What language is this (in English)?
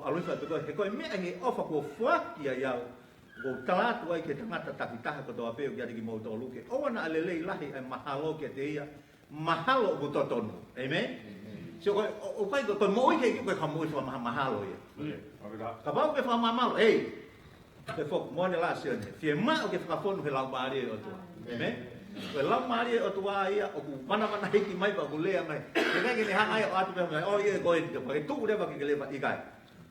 Tongan